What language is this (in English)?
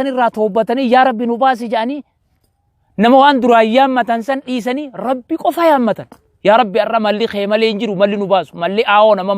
Oromo